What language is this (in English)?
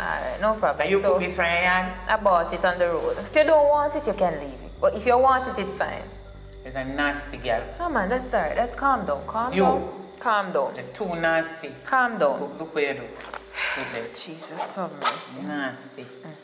Jamaican Creole English